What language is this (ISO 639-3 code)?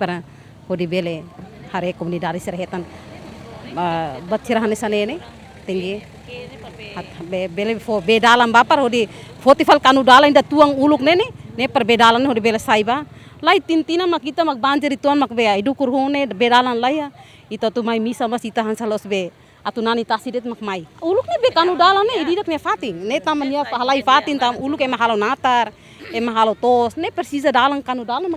tet